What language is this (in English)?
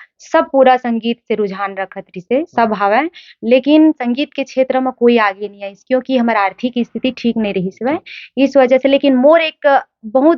Chhattisgarhi